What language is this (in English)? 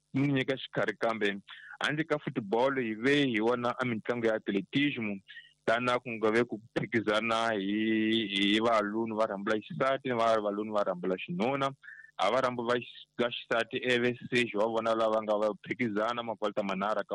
Tsonga